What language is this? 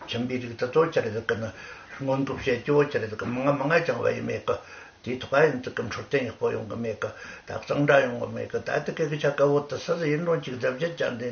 Tibetan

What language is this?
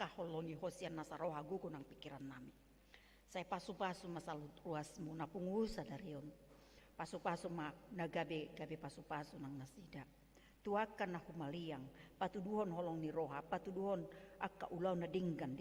Batak Toba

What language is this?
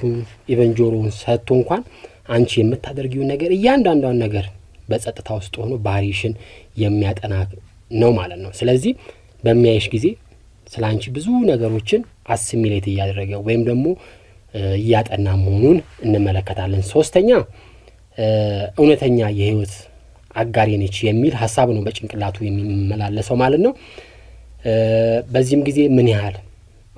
Amharic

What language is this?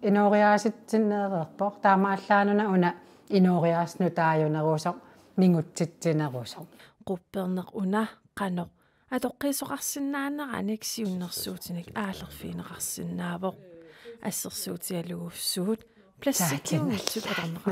Kalaallisut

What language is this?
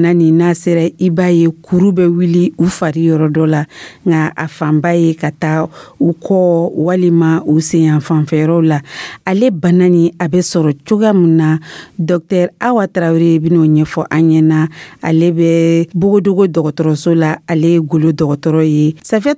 Dyula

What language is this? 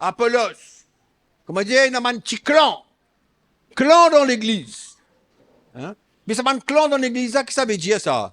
Morisyen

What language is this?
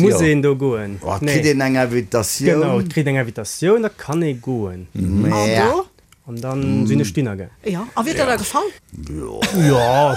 Luxembourgish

